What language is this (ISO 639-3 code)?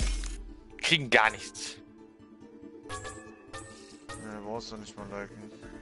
deu